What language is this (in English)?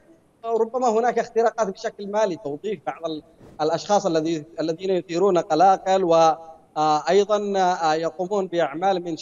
Arabic